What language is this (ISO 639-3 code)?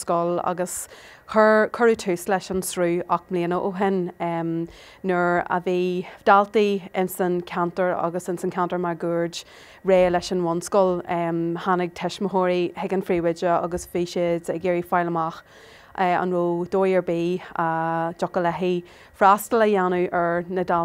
gle